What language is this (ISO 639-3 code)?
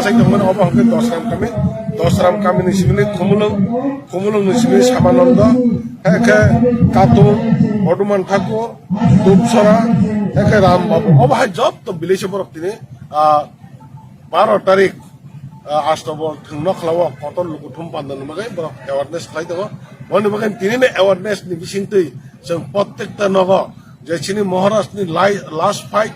trp